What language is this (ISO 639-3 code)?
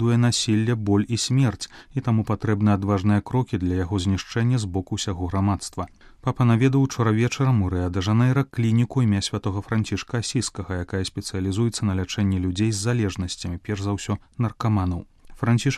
bel